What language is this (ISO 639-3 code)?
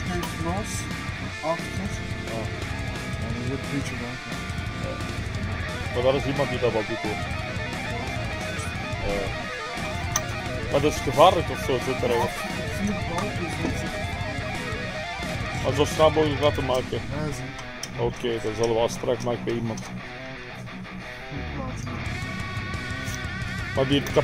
nld